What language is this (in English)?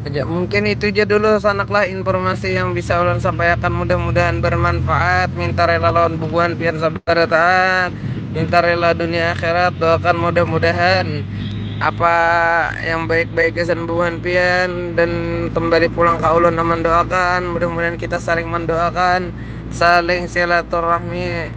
Banjar